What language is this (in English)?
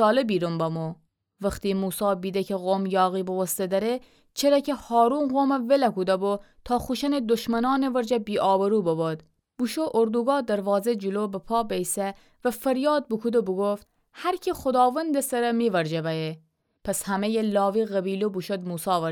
Gilaki